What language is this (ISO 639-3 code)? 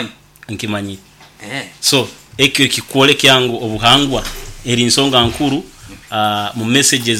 nyn